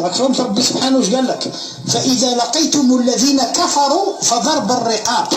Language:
Algerian Arabic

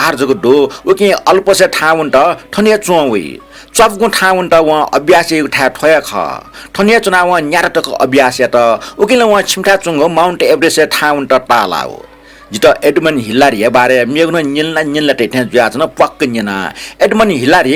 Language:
Newari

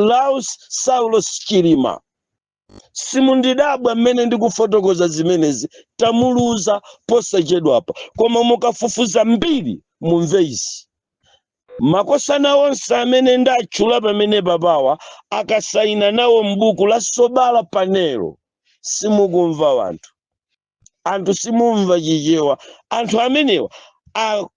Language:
Nyanja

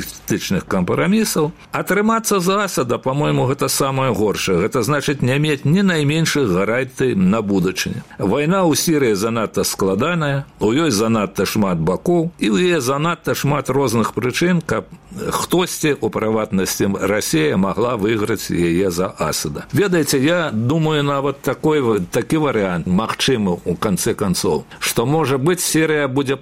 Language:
Belarusian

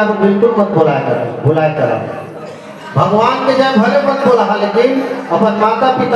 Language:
Chhattisgarhi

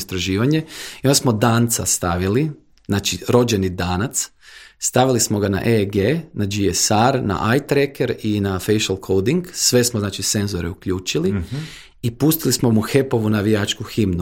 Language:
Croatian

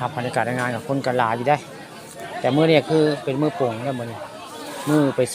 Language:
Northeastern Thai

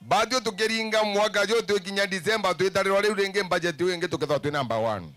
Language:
Meru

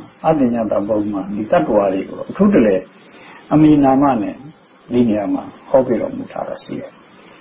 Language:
Burmese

